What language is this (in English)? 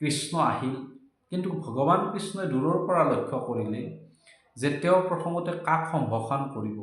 Assamese